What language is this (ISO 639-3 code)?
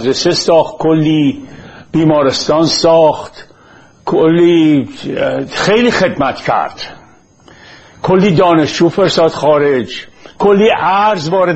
fas